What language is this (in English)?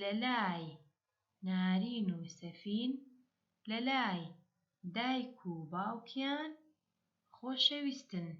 Central Kurdish